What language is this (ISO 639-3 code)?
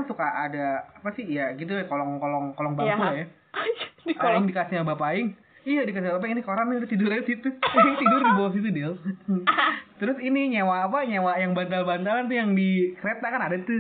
ind